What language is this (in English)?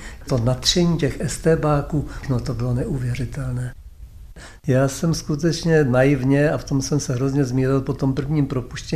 Czech